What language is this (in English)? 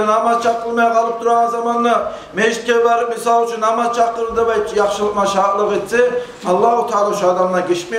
Kumyk